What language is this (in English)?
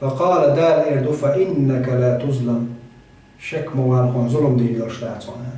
Chechen